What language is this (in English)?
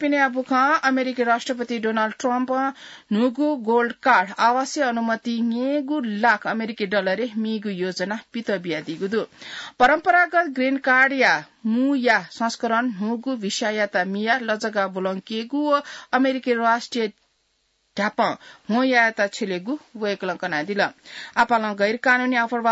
Newari